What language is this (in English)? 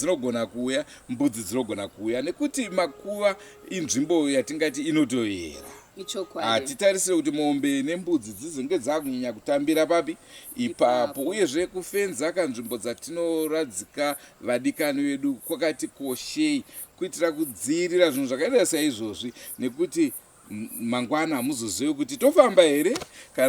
Shona